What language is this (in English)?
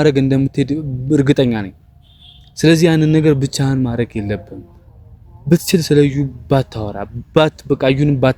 Amharic